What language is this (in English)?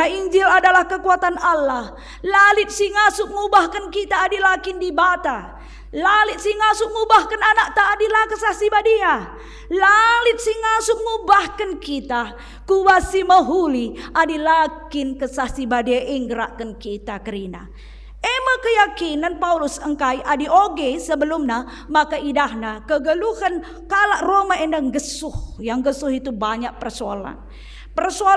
Batak Karo